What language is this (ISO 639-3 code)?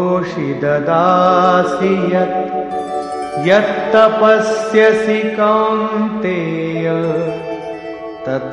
mal